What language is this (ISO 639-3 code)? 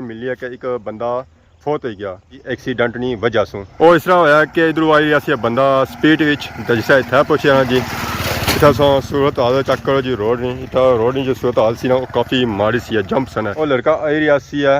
phr